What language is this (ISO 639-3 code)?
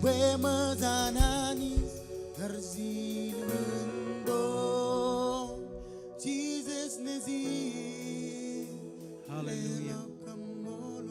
mah